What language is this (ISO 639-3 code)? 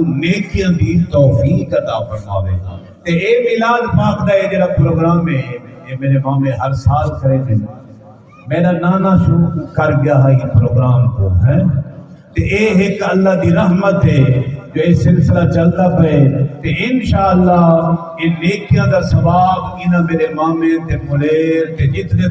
skr